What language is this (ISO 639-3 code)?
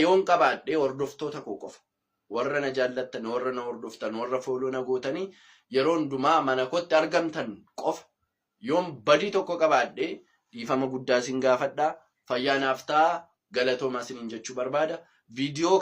orm